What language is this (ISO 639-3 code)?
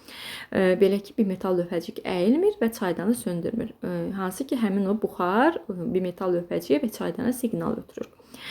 aze